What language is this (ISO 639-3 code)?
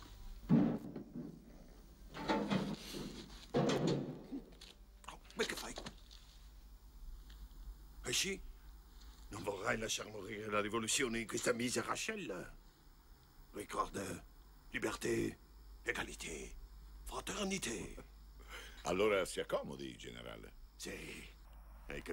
ita